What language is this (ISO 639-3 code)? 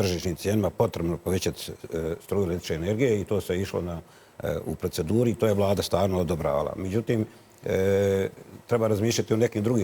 bos